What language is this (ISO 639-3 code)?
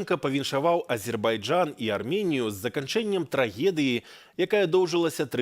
bel